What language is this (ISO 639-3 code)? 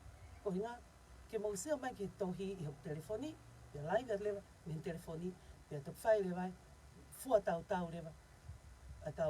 ton